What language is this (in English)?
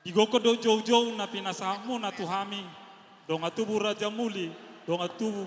Batak Toba